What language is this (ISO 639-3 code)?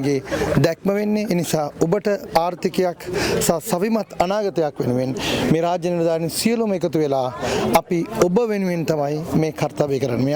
sin